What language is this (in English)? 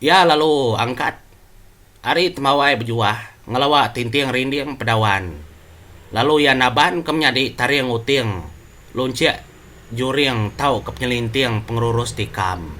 Iban